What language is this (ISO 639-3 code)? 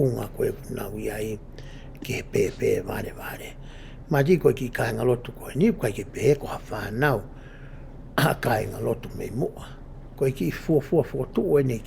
ton